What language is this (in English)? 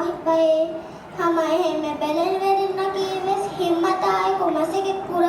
Divehi